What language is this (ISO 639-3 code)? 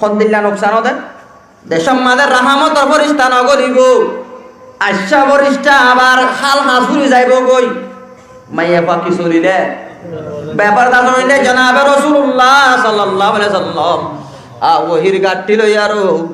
rhg